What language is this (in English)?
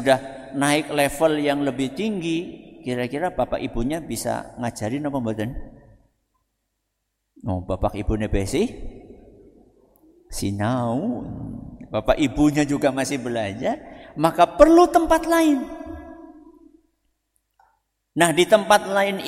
Indonesian